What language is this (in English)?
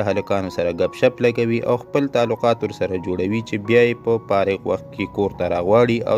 Pashto